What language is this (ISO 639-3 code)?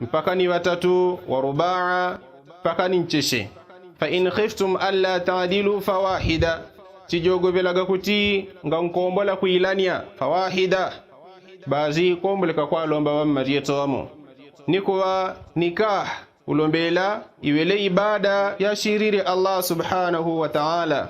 yao